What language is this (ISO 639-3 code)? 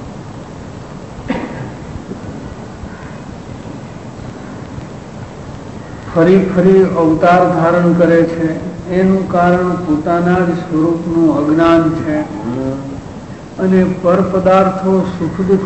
guj